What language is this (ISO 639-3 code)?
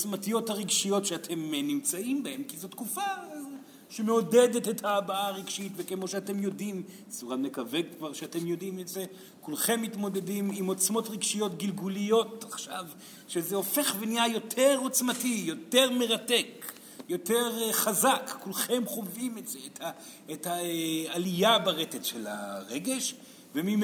heb